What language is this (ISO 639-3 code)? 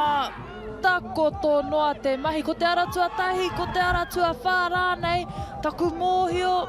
mri